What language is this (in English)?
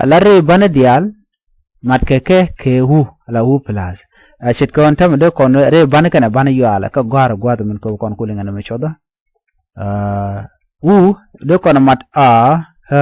Nuer